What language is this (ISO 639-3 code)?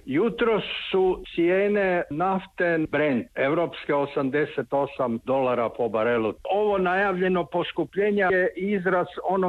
hrv